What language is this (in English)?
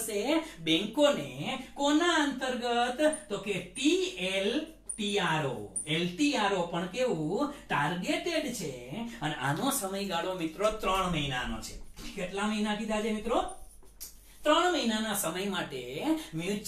Gujarati